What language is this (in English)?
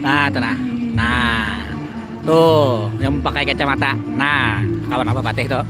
Banjar